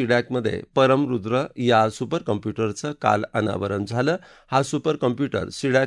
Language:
Marathi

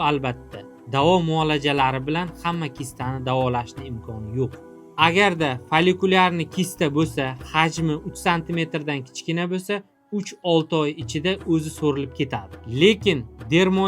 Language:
Uzbek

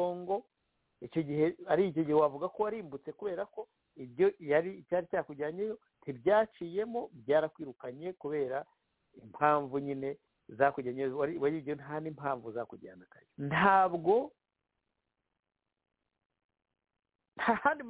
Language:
Kinyarwanda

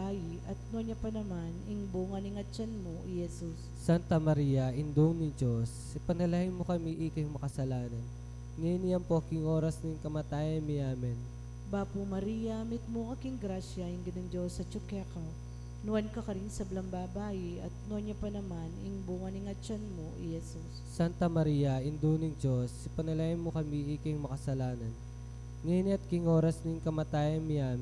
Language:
Pampanga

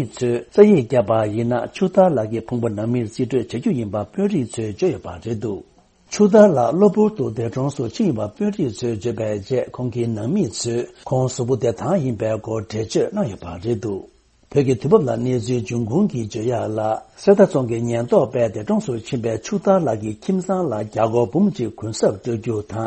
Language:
Tibetan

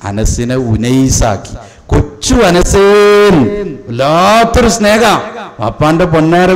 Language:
Malayalam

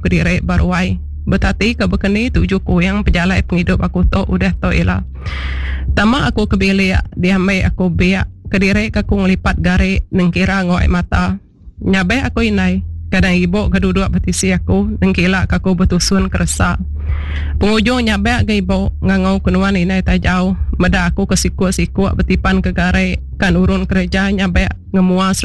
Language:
Iban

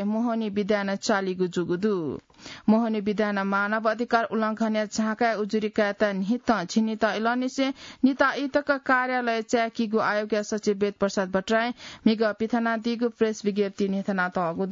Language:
Newari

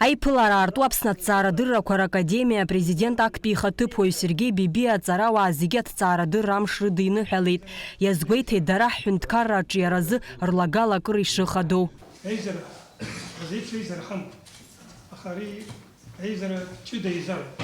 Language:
Abkhazian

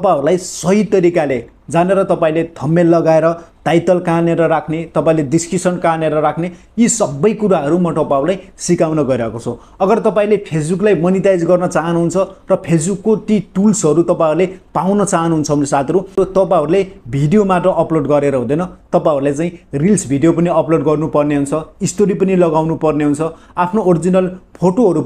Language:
Nepali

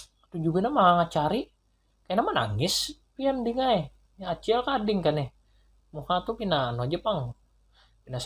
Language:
Banjar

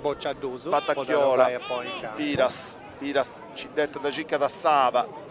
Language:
Sardinian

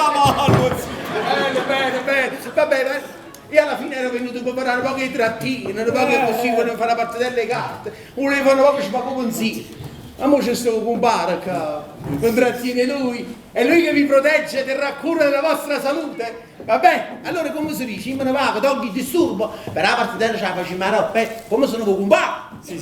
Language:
Neapolitan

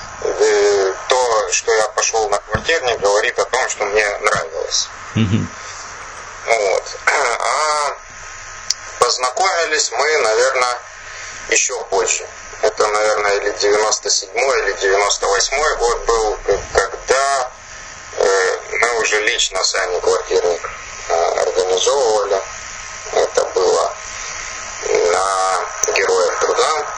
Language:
Russian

